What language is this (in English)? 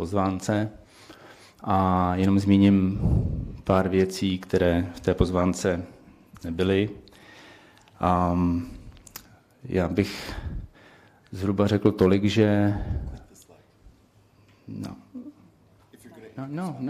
Czech